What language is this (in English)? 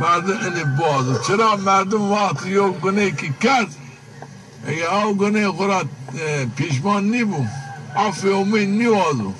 Zaza